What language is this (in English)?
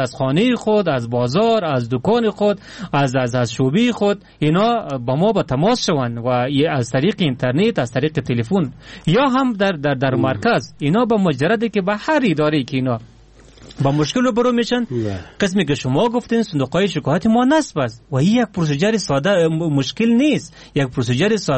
Persian